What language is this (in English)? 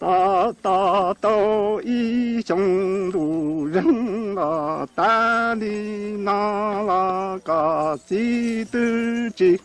Hmong